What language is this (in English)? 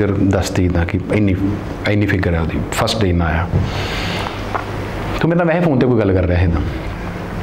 Punjabi